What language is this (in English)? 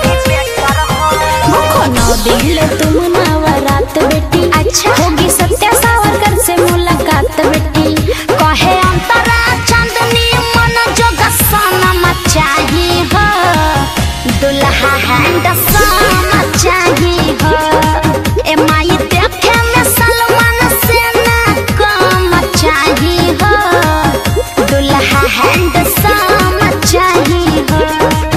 Bhojpuri